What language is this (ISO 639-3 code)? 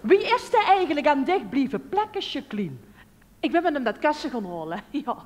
lim